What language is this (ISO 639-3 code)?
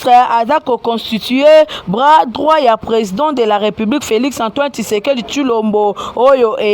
lin